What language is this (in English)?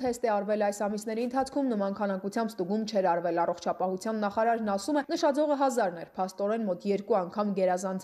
Armenian